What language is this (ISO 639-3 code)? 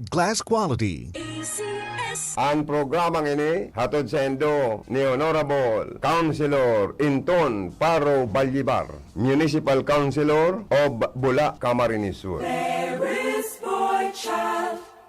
bik